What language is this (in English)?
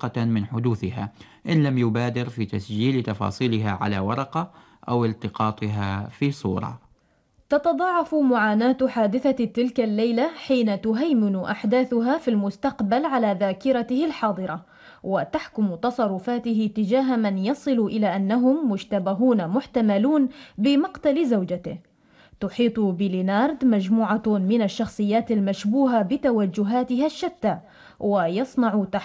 Arabic